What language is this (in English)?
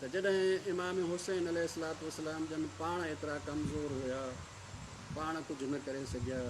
Sindhi